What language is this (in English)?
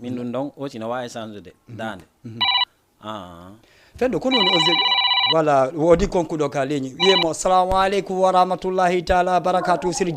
Fula